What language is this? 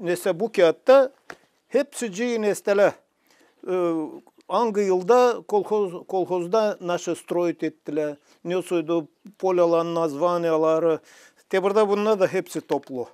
Gagauz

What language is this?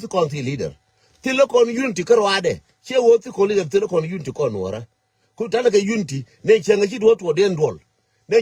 Nuer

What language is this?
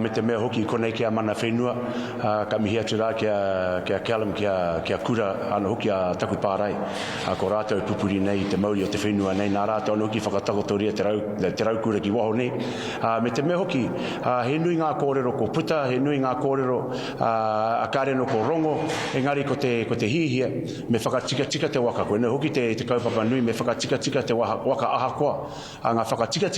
Māori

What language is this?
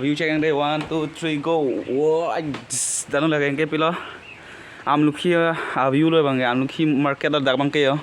Karbi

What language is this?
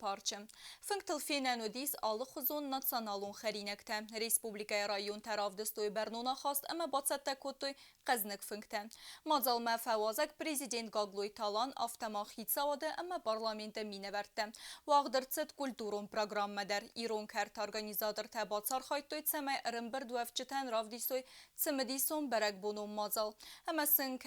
Ossetic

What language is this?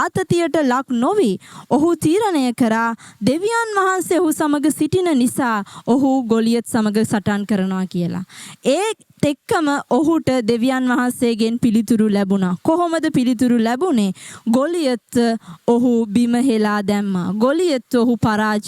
Sinhala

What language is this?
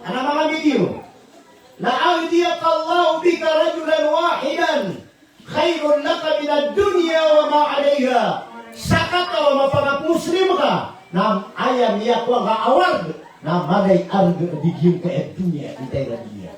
Maranao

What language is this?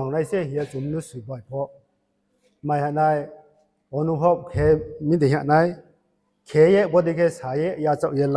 Riang (India)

